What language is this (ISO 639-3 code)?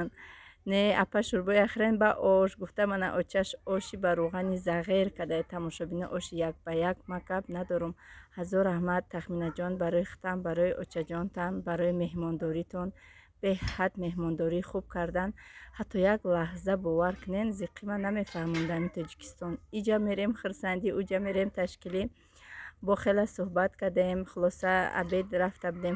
tgk